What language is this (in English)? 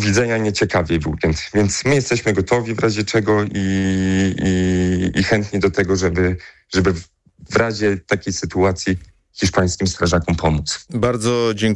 Polish